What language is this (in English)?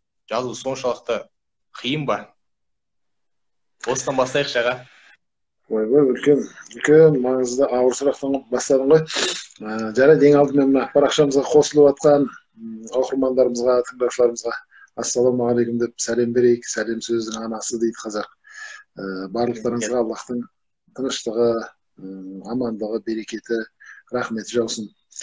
Kazakh